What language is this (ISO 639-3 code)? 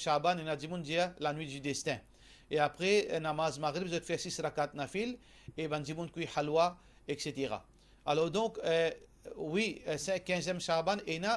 mfe